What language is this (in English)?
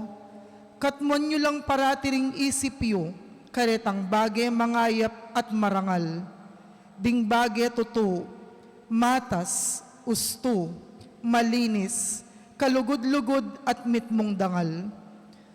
Pampanga